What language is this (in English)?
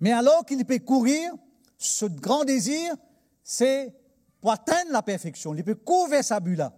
Morisyen